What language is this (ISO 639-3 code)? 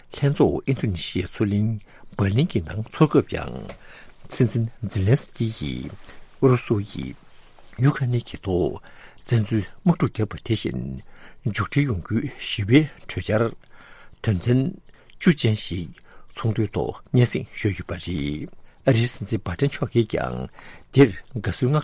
bod